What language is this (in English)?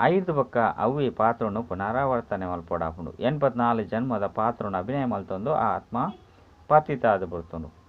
Tulu